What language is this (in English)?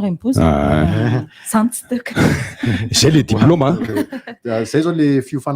Malagasy